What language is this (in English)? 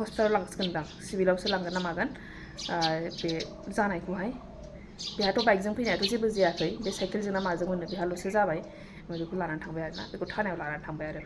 Bodo